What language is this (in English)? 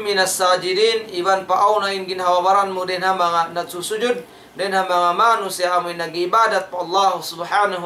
Tausug